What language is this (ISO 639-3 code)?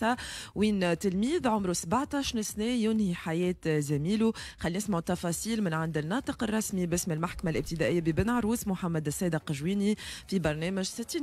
aeb